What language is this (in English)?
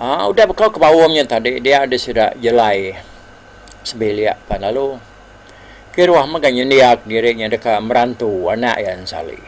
Iban